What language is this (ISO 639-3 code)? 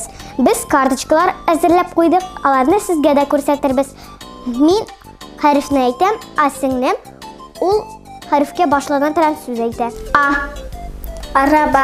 tat